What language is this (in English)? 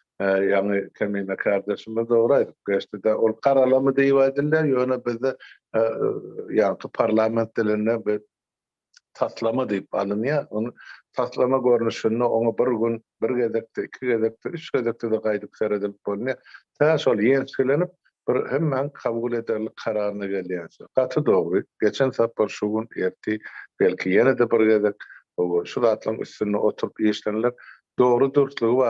Turkmen